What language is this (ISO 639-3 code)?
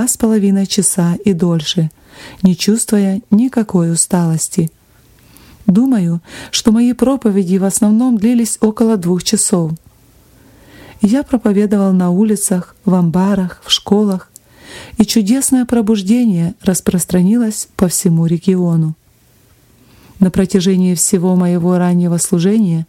rus